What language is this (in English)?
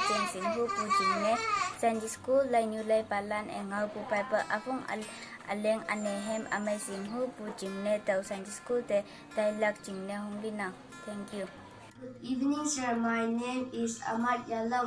Konyak Naga